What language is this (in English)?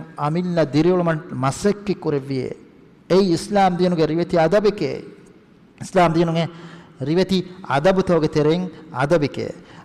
Divehi